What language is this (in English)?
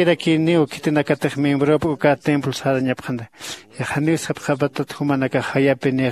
Aymara